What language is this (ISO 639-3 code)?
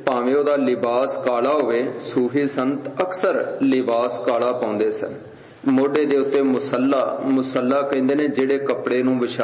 pan